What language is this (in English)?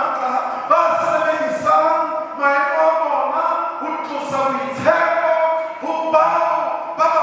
Southern Sotho